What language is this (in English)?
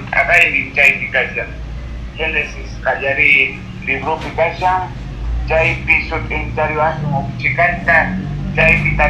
Quechua